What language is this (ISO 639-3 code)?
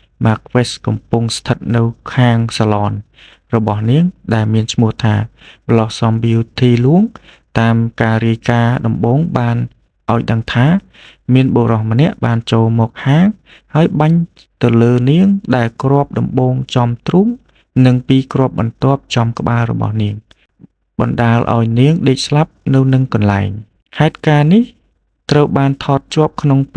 khm